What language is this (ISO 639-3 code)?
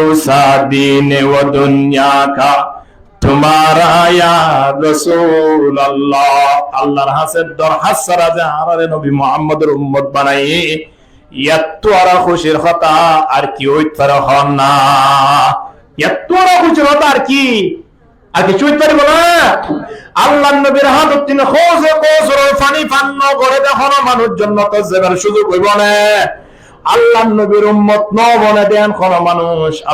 rhg